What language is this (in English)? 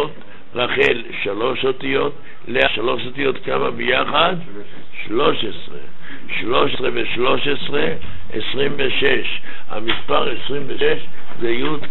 Hebrew